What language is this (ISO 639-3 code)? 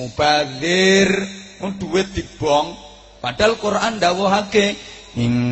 jav